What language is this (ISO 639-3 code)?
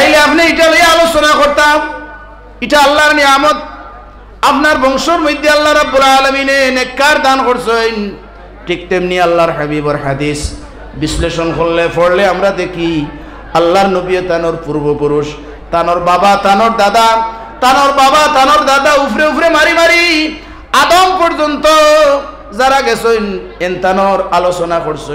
syl